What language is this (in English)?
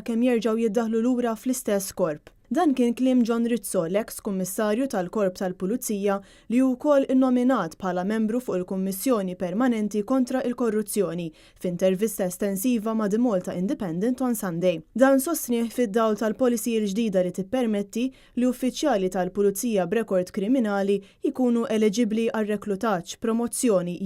Maltese